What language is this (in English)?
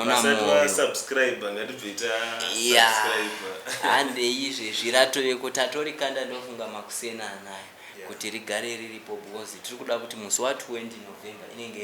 Shona